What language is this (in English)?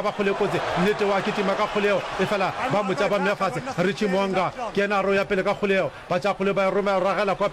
Northern Sotho